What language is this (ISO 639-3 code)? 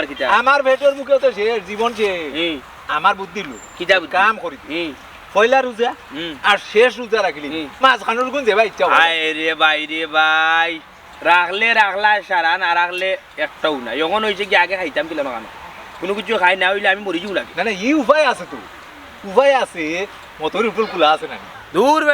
syl